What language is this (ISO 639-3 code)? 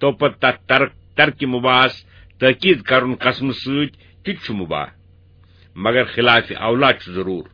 kas